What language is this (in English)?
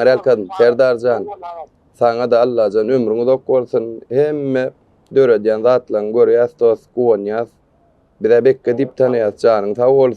Turkmen